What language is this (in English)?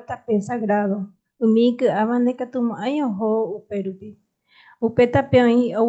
Guarani